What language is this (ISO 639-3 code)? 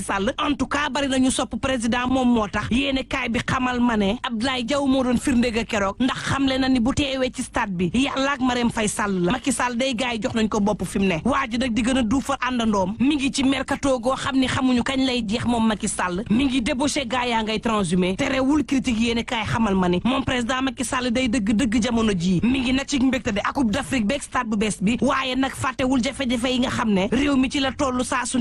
wol